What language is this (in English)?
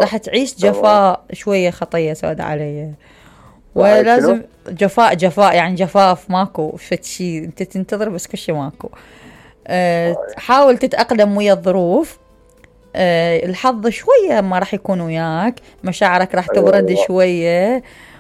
Mesopotamian Arabic